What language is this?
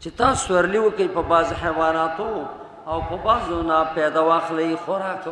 Pashto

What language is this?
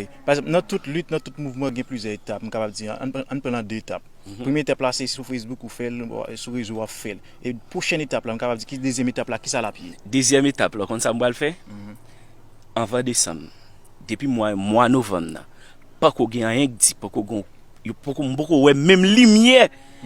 Haitian Creole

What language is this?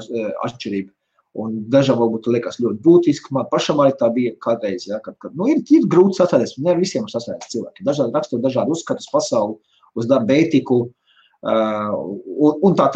Latvian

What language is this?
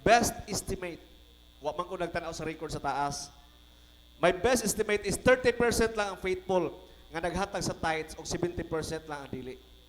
Cebuano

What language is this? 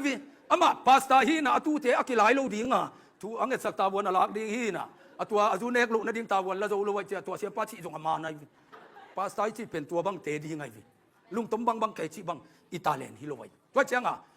Tedim Chin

